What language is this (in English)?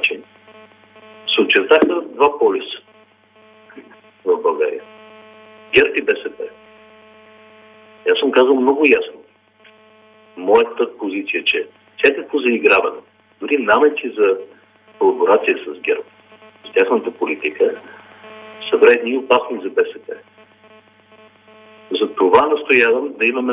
Bulgarian